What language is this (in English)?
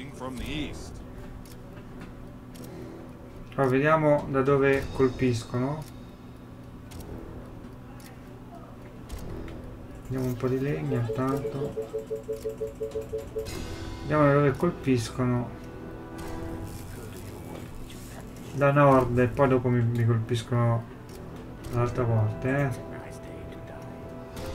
Italian